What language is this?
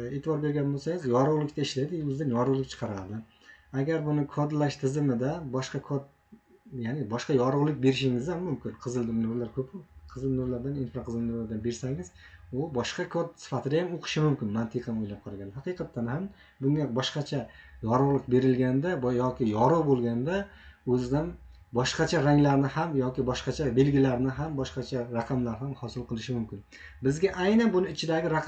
Uzbek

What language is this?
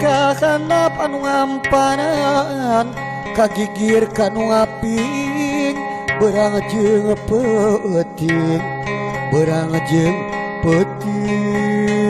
Sundanese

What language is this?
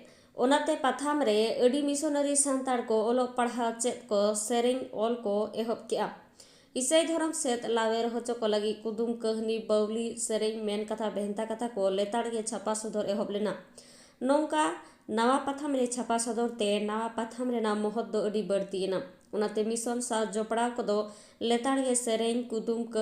Santali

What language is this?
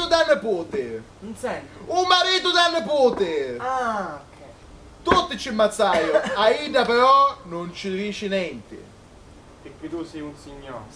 Sicilian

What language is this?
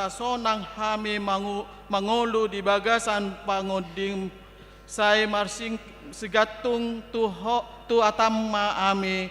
Batak Toba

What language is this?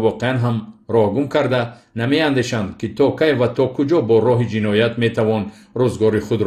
Tajik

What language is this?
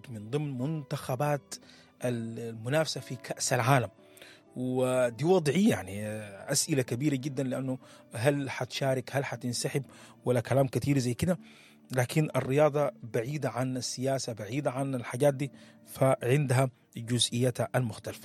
Sudanese Arabic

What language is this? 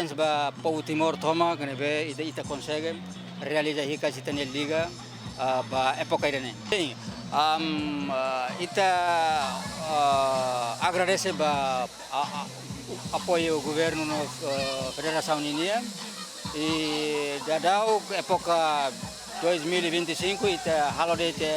Tetum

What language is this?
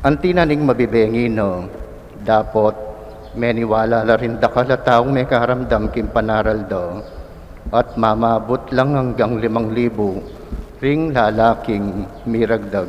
Pampanga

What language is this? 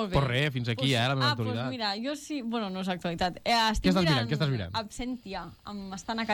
Catalan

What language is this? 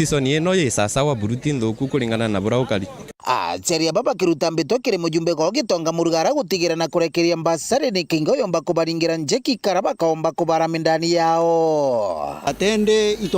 Meru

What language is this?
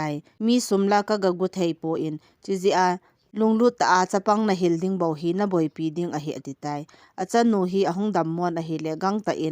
Thado Chin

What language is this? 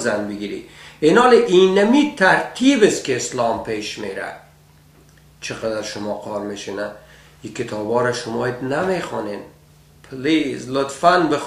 Persian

